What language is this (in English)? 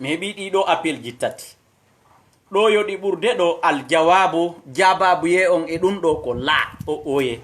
Fula